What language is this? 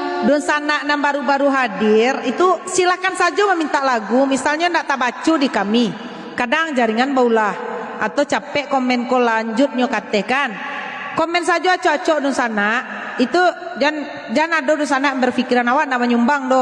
Minangkabau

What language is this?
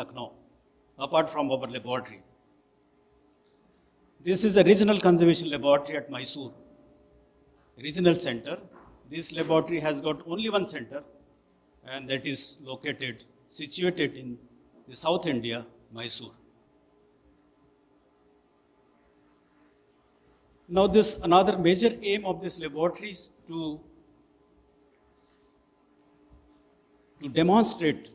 English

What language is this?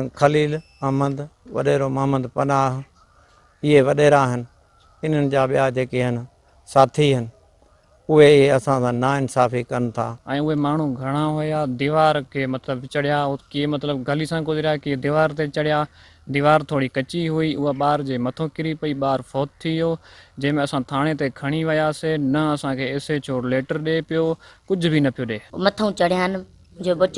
Sindhi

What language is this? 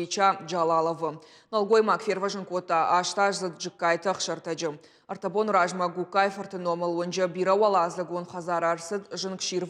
Ossetic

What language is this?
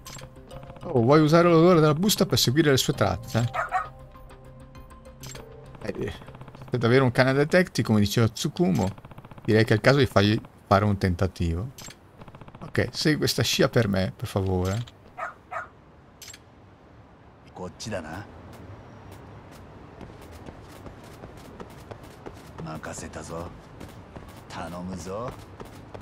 Italian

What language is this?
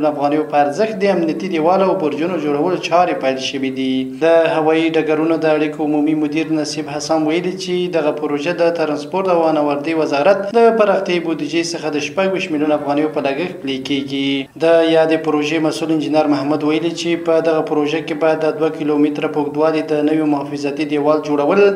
Pashto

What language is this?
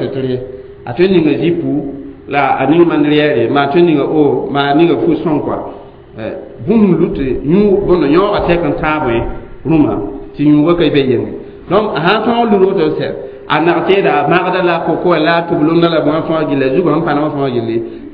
Mossi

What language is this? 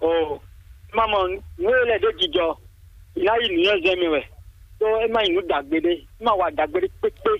Fon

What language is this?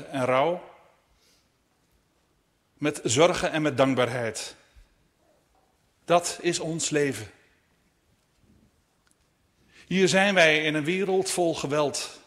Dutch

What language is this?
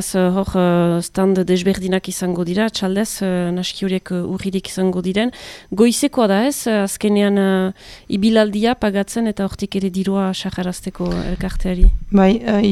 Basque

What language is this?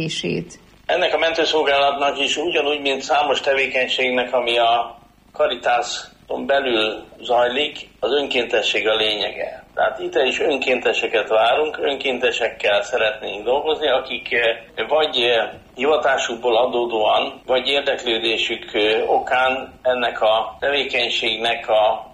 Hungarian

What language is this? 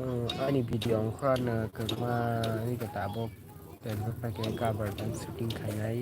Kok Borok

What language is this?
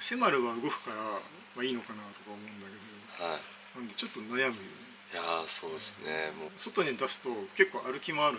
Japanese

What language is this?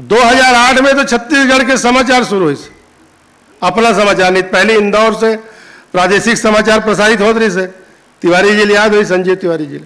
Chhattisgarhi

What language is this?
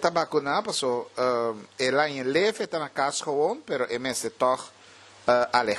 Papiamento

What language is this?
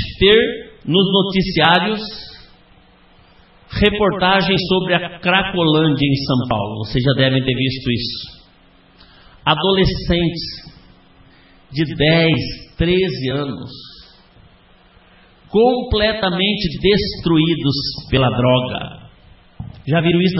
Portuguese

